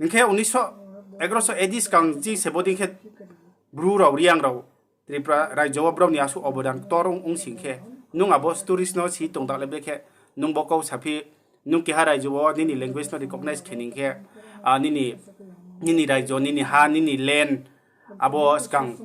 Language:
Riang (India)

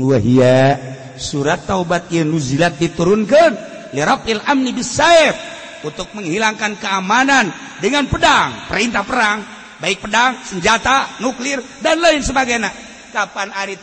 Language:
Sundanese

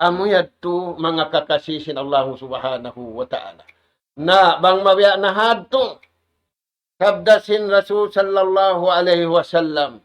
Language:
Tausug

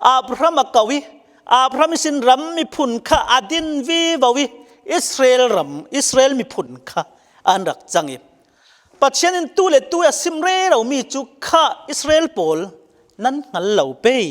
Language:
Falam Chin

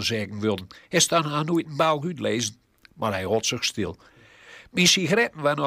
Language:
Gronings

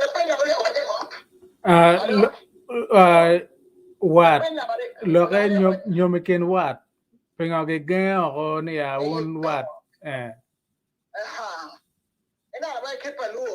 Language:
Acoli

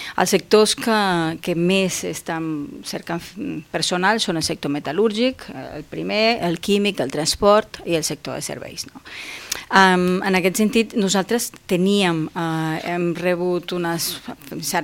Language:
Catalan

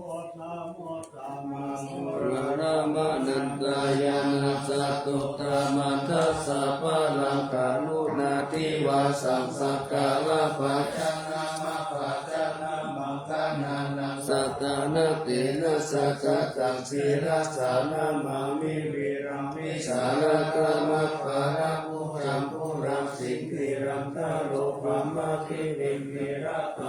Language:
Pali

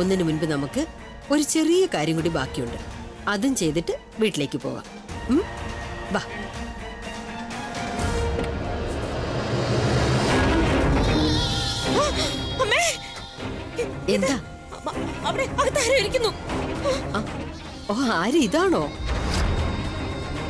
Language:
Malayalam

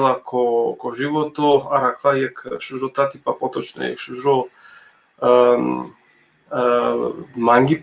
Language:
Balkan Romani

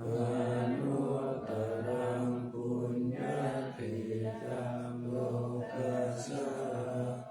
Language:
Pali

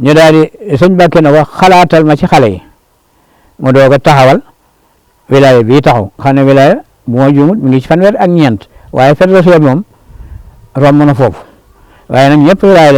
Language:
Wolof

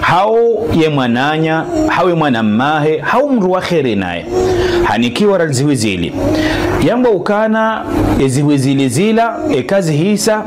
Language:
Ngazidja Comorian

